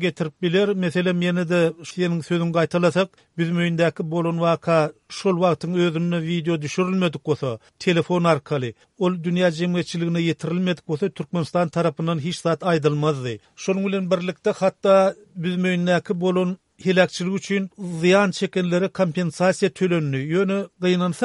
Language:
Turkmen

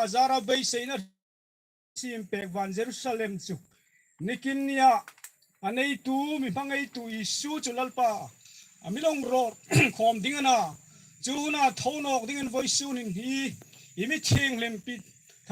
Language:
Hmar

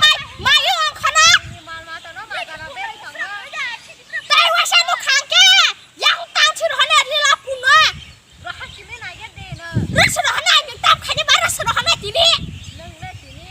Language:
Kok Borok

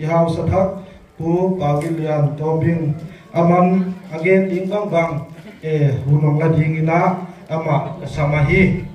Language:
Paite Chin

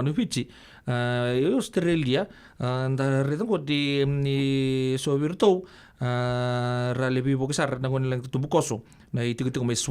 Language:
Fijian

